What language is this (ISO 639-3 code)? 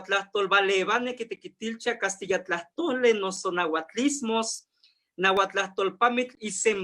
nhe